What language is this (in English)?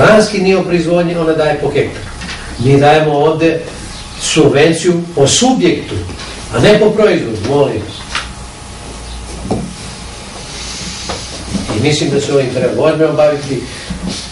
Serbian